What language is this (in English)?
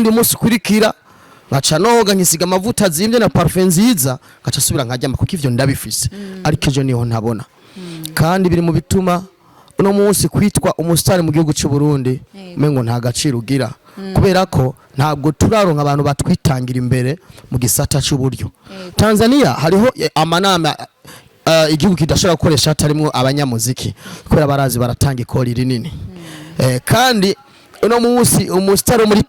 Rundi